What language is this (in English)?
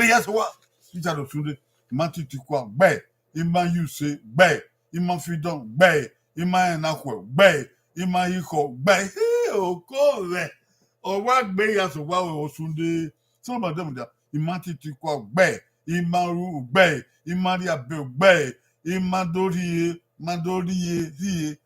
Bini